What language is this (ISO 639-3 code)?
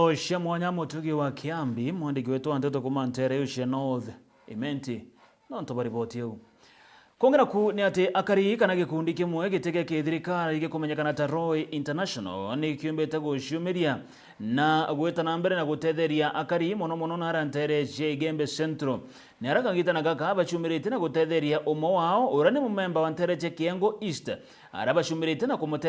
mer